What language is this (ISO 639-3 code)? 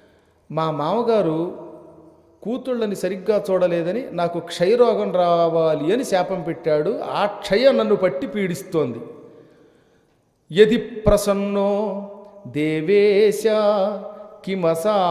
tel